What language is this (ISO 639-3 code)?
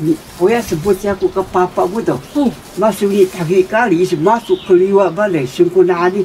trv